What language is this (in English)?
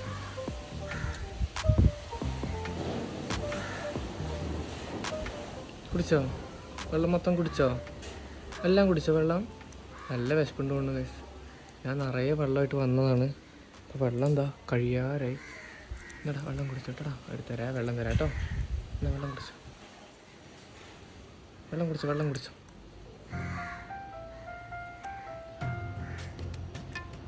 Malayalam